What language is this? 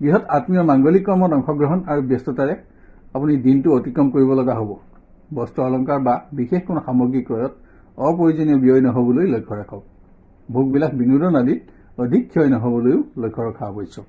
Assamese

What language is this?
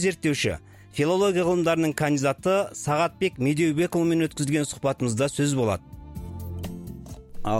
Kazakh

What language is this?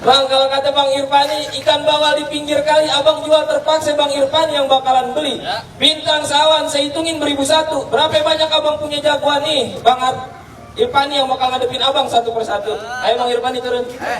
Betawi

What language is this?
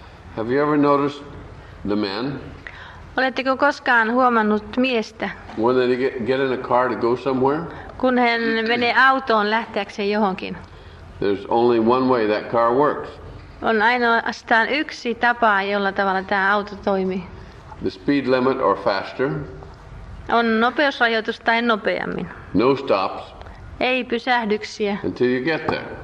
Finnish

